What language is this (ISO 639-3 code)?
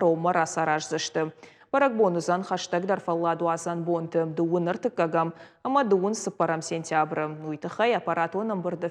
oss